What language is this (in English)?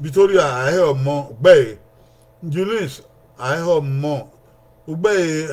Bini